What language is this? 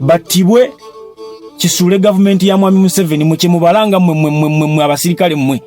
Ganda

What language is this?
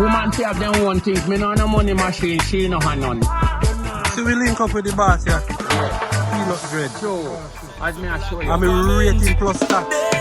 Jamaican Creole English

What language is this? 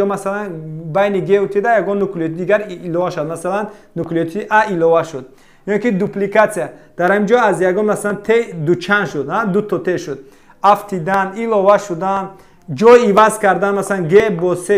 Tajik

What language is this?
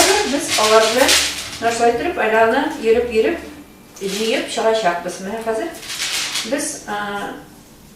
Tatar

